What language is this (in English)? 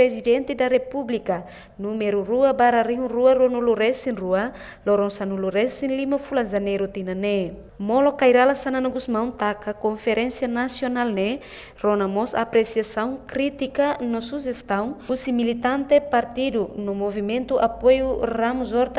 Tetum